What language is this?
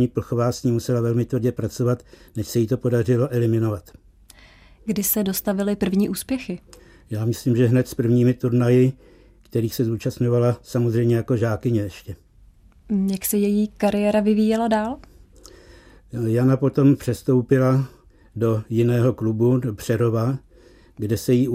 Czech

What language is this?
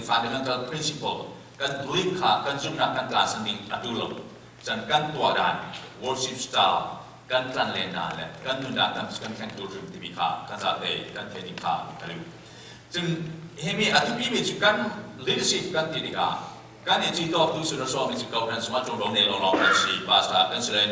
Falam Chin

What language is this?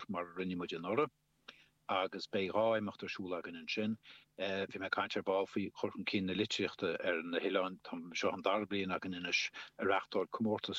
Irish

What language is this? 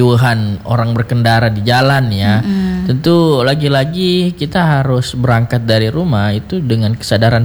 Indonesian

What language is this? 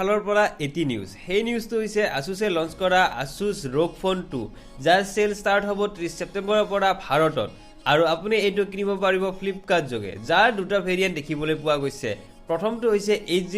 Assamese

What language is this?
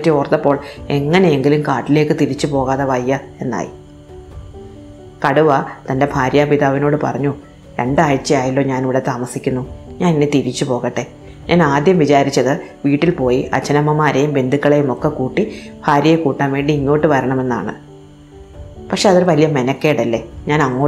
Malayalam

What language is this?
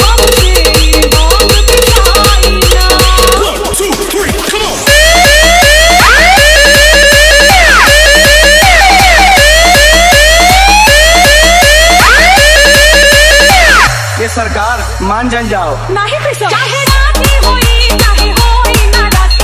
Bhojpuri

